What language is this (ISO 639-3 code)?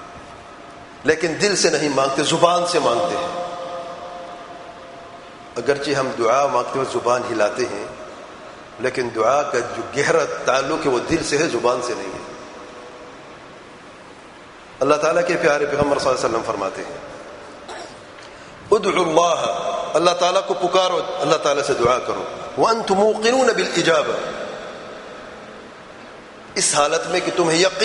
urd